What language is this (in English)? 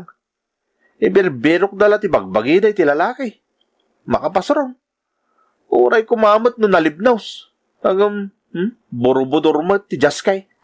Iloko